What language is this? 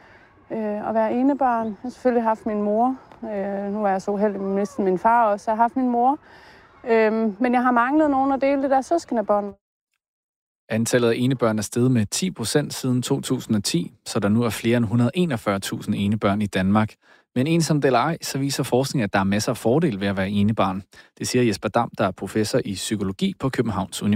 Danish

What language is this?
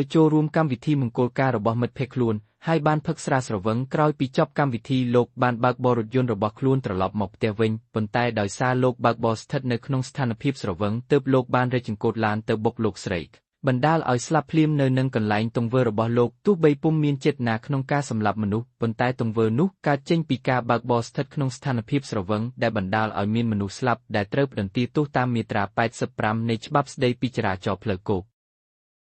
Khmer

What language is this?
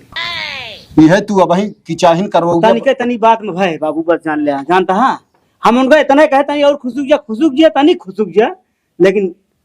Awadhi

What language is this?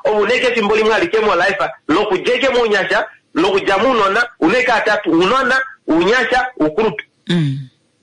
Kuanyama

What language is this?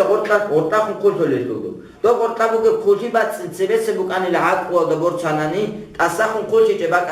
Avaric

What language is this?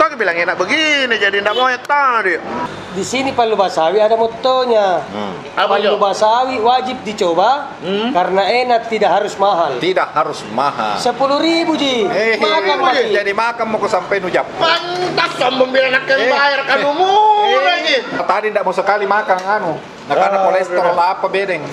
Makassar Malay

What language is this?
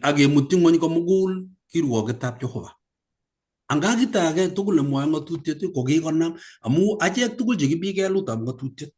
Kalenjin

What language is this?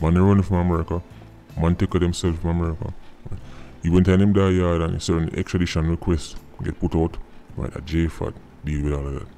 Jamaican Creole English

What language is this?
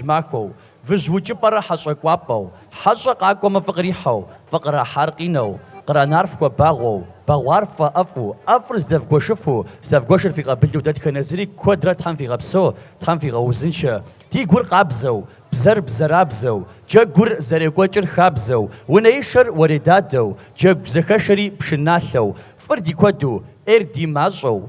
Kabardian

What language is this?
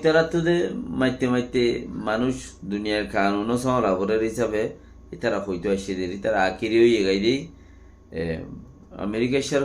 Rohingya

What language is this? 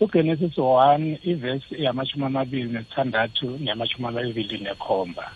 South Ndebele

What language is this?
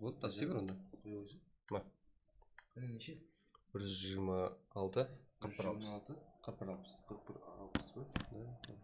Kara-Kalpak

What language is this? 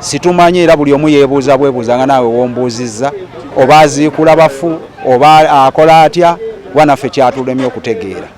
Ganda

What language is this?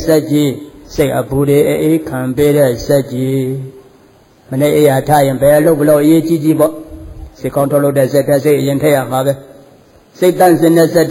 Burmese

